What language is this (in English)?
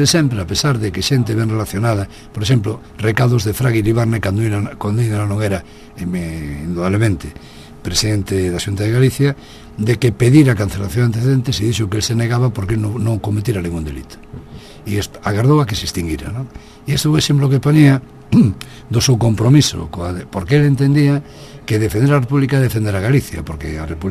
Galician